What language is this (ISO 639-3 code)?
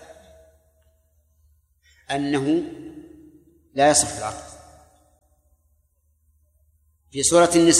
ara